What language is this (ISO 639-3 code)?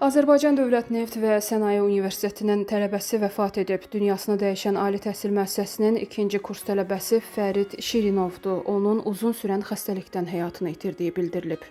aze